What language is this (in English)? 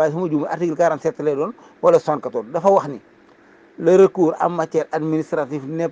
Wolof